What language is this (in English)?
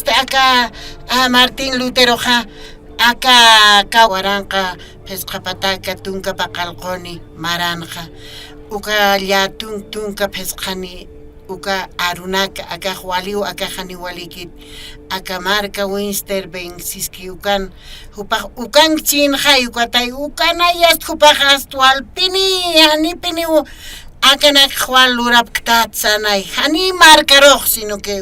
Aymara